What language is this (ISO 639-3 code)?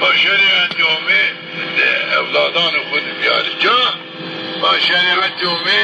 zza